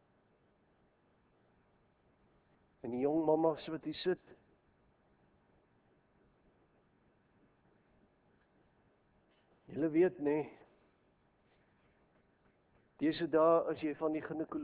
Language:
Afrikaans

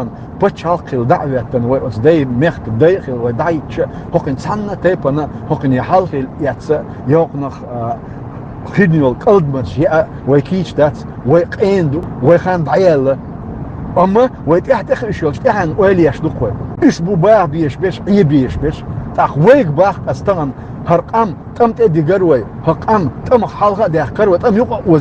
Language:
Chechen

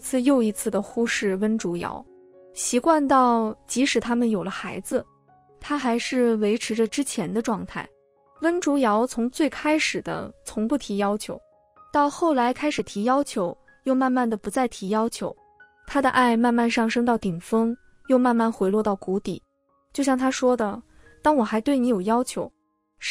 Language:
Chinese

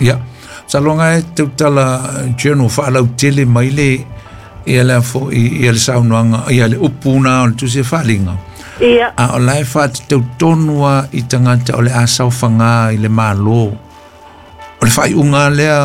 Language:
Samoan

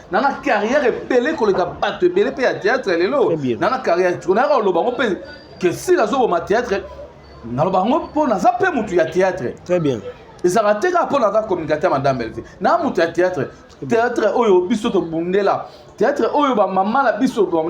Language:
Lingala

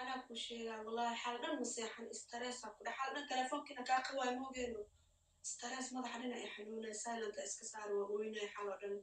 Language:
Somali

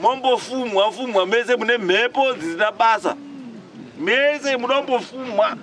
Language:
Shona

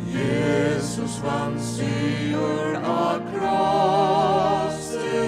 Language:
Faroese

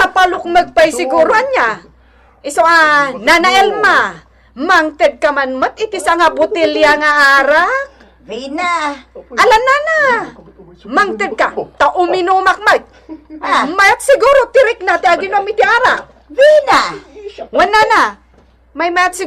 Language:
Iloko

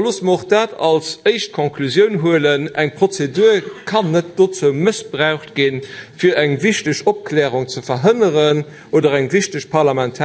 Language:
Luxembourgish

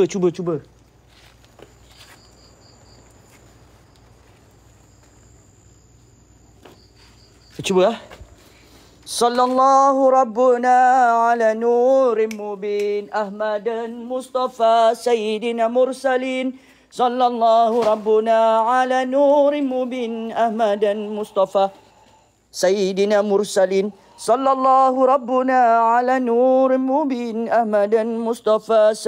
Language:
Malay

